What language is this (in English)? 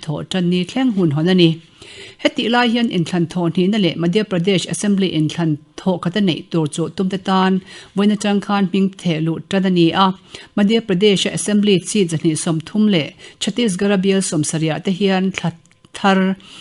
Mizo